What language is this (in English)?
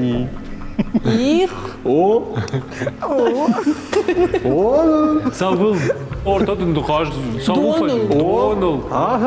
Ossetic